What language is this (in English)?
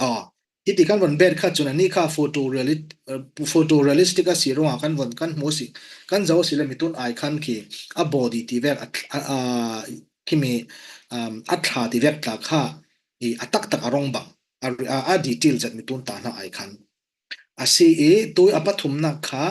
Falam Chin